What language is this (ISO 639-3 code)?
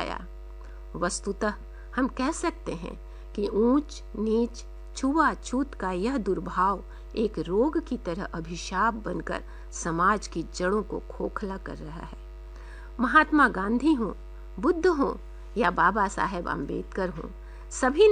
hin